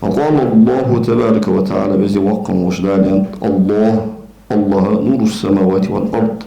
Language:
Ingush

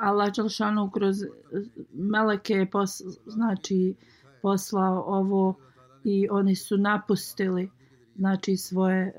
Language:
Bosnian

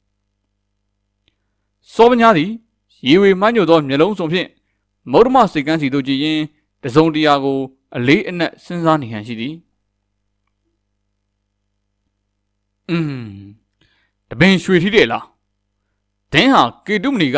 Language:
Burmese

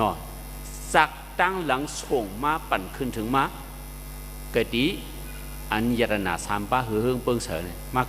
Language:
Shan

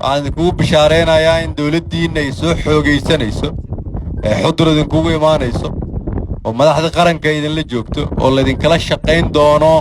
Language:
Somali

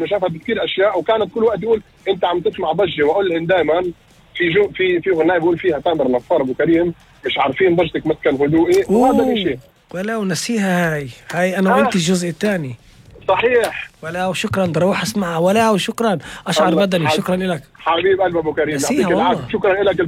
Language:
North Levantine Arabic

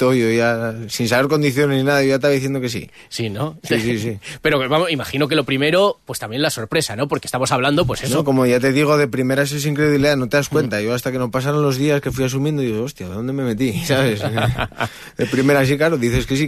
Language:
Spanish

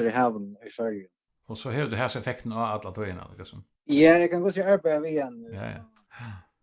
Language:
Faroese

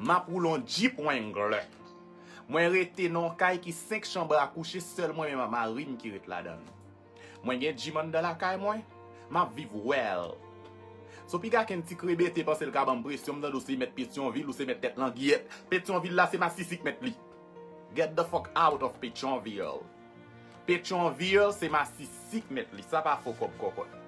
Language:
Haitian Creole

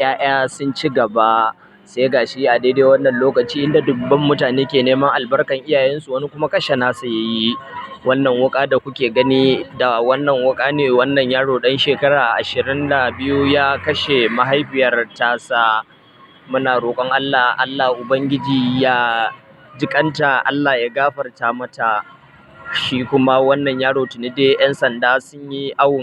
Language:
Hausa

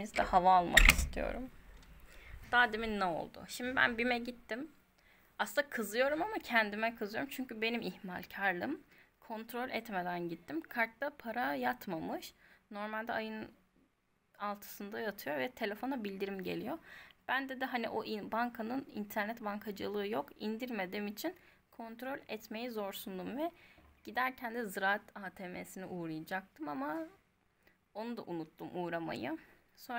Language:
Turkish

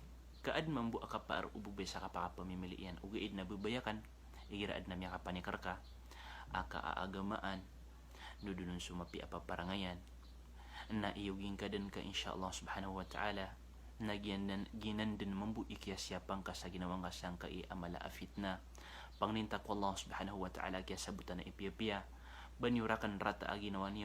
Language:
Maranao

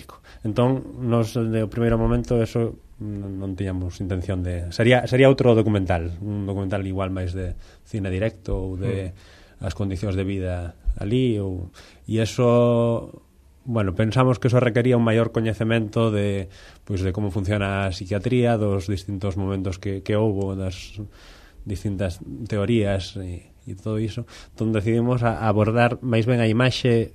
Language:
Galician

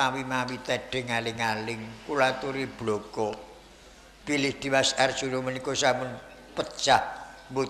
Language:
Javanese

